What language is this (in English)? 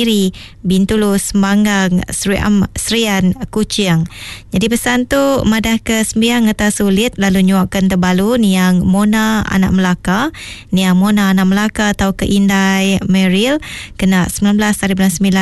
Iban